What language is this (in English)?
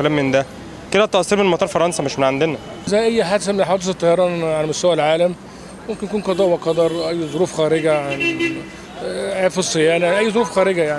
Egyptian Arabic